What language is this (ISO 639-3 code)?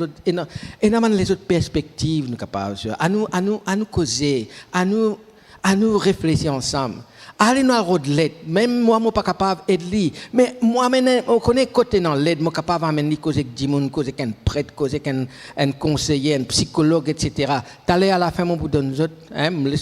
mfe